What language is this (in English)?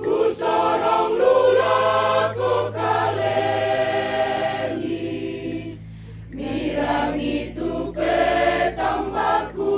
Toraja-Sa'dan